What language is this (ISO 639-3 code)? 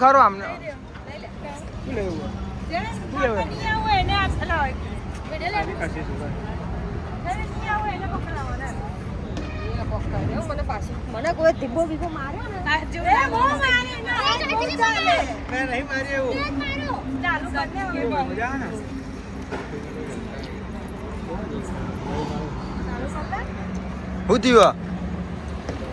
guj